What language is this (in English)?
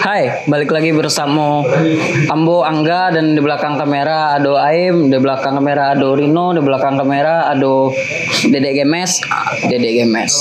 Minangkabau